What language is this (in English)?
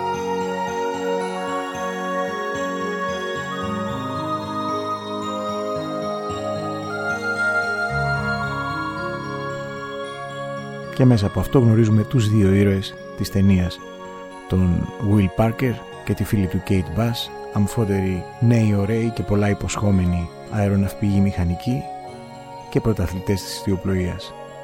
Greek